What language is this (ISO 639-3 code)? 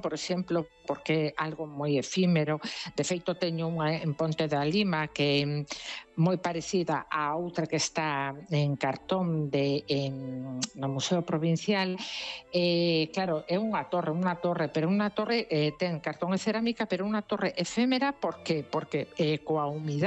glg